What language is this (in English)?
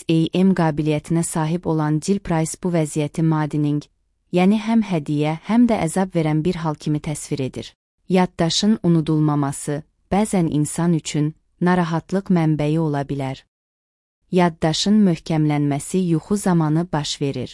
Azerbaijani